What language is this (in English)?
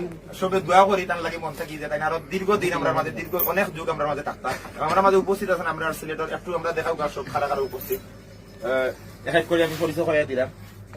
Sylheti